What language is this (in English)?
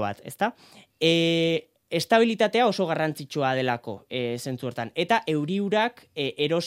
Basque